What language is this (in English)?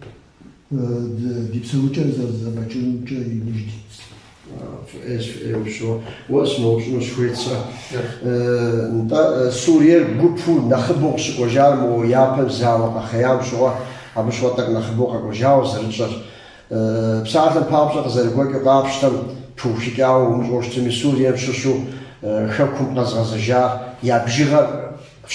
Kabardian